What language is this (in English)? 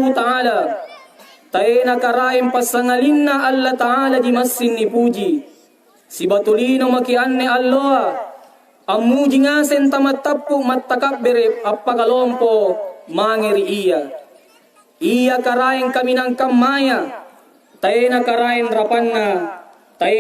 Makasar